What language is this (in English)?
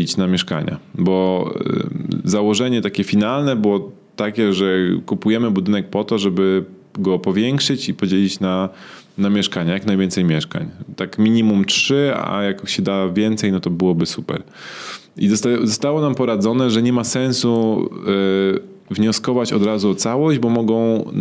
Polish